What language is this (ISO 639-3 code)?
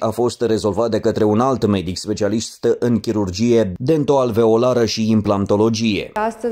ron